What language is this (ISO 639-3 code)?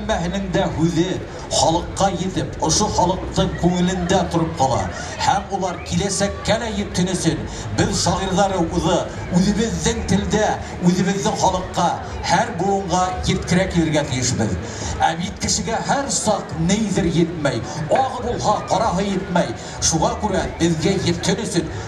bak